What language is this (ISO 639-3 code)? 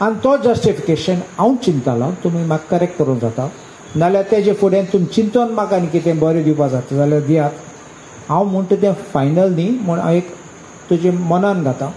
kok